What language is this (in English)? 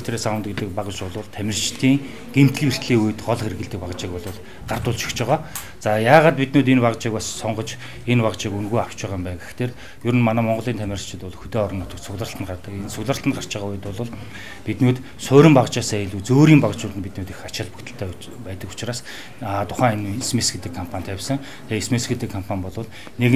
Mongolian